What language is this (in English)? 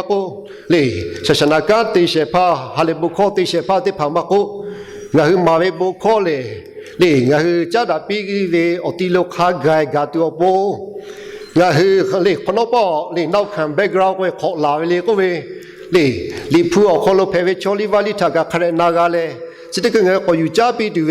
Lahu